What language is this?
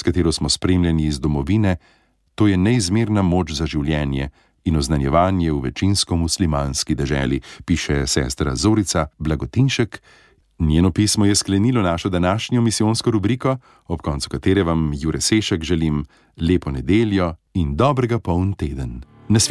Slovenian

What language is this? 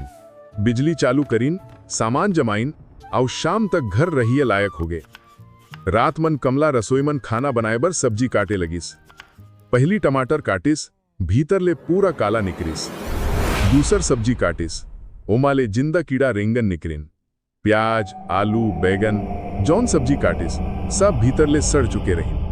Chhattisgarhi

